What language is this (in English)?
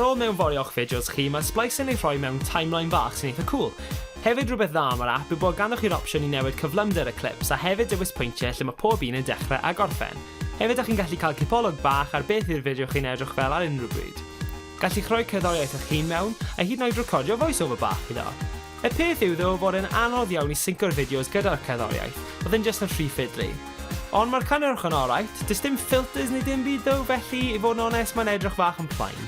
Welsh